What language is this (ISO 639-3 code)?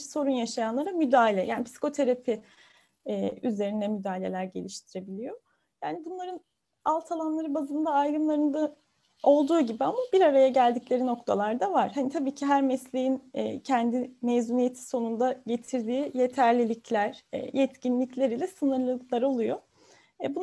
tur